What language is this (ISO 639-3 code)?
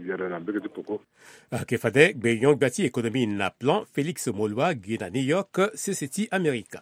sag